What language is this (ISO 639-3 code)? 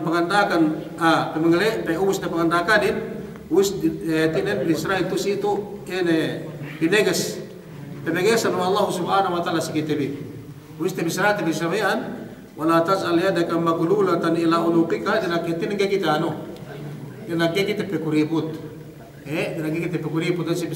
yka